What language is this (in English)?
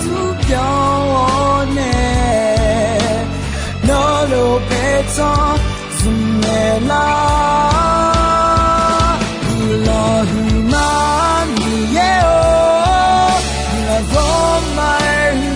Akha